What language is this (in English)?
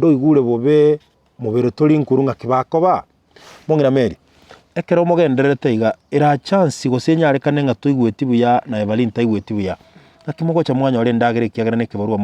Gusii